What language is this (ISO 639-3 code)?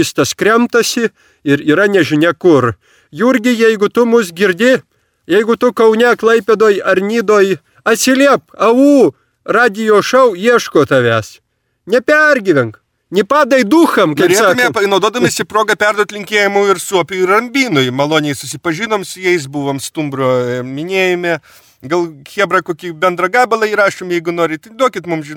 lit